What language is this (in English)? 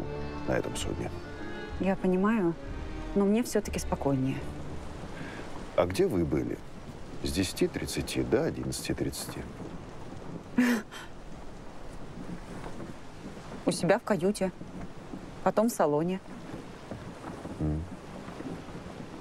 Russian